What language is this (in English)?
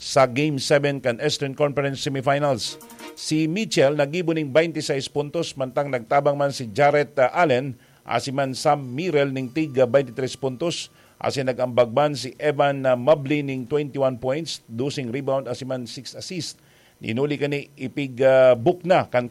Bikol